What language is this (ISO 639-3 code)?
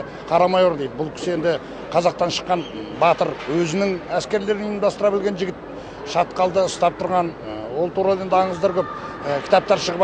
kaz